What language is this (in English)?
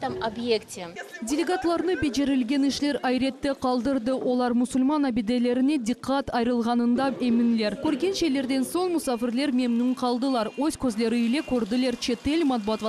Crimean Tatar